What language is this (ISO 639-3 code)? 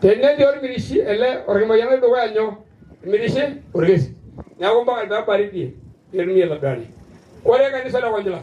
mas